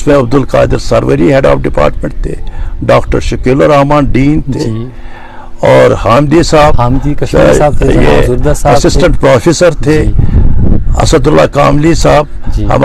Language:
Urdu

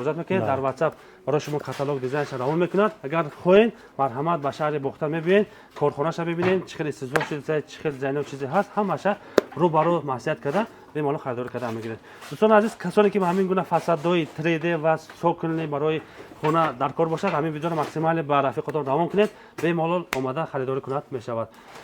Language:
Tajik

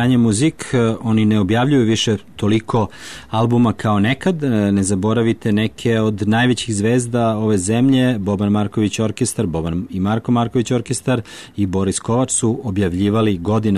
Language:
Serbian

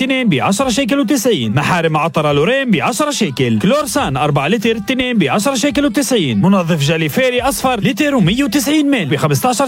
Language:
North Levantine Arabic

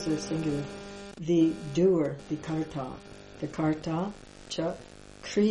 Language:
English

